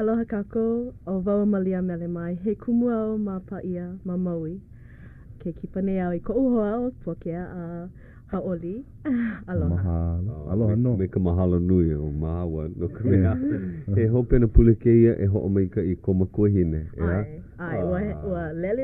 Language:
Hawaiian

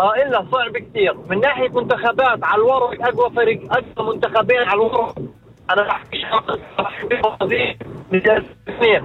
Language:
North Levantine Arabic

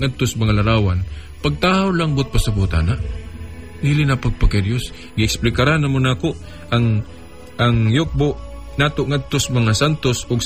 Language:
Cebuano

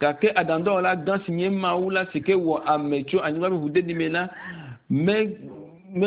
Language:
Ewe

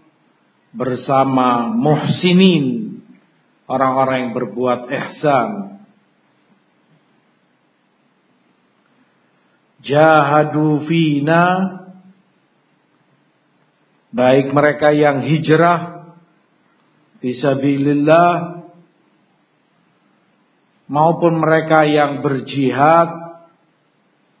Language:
Indonesian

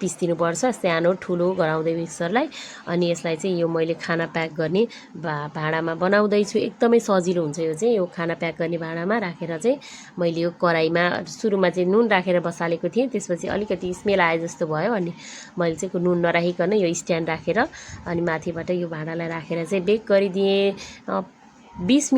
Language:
Nepali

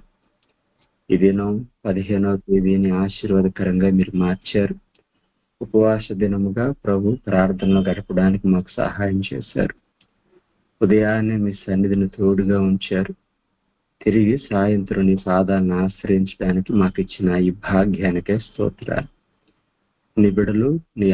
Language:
Telugu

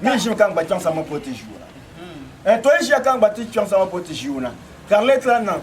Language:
Dagbani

